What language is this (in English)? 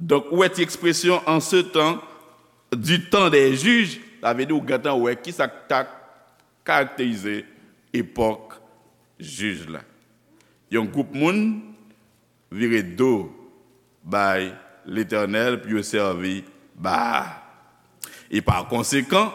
Haitian Creole